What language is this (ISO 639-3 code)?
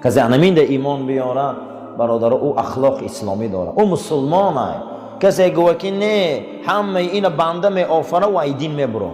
tgk